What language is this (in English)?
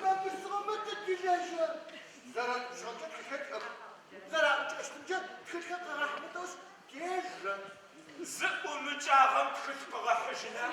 Adyghe